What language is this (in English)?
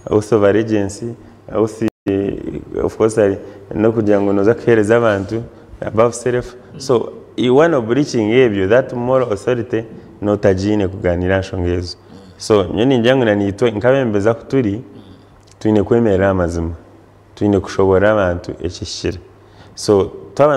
Nyankole